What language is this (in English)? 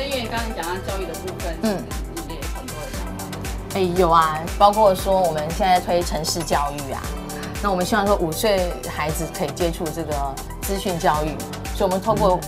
Chinese